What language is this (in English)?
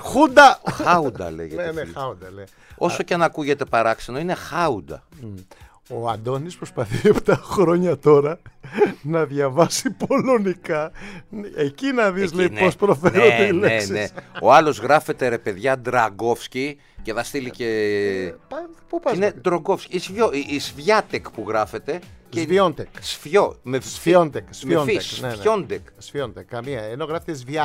Greek